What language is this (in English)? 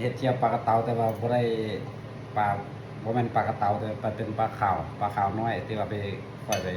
Lao